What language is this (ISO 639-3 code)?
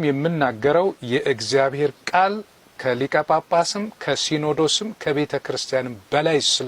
amh